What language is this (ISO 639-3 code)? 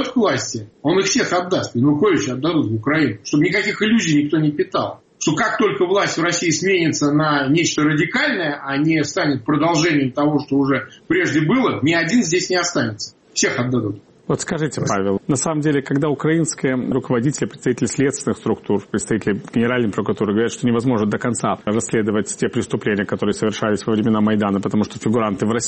rus